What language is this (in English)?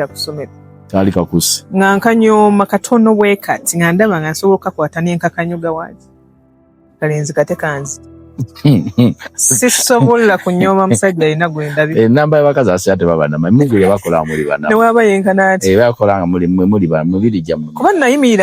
Ganda